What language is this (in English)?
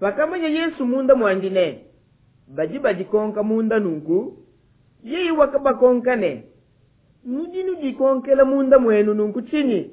Luba-Lulua